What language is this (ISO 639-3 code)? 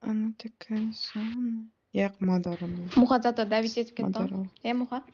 kaa